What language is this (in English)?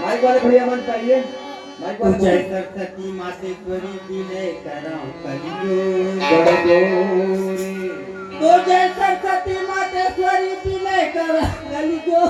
Chhattisgarhi